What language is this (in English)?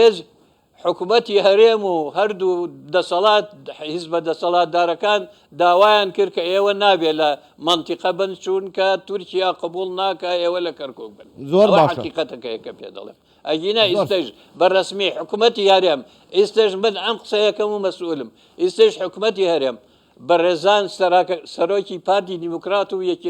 Central Kurdish